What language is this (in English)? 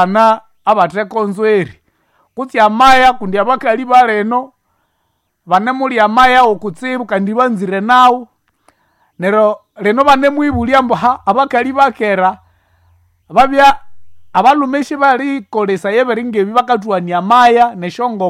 Nande